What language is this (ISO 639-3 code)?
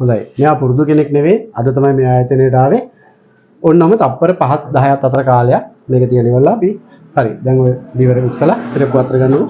sin